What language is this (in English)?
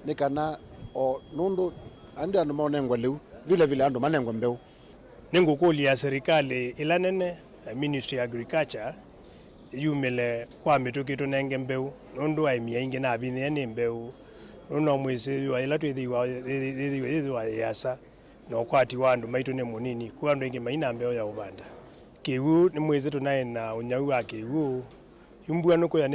Kamba